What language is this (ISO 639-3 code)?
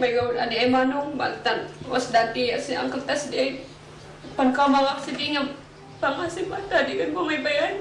kne